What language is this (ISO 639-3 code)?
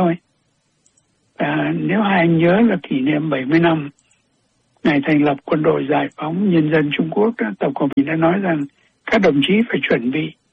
vie